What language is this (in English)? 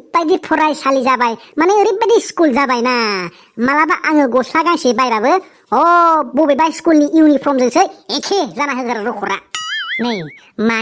Bodo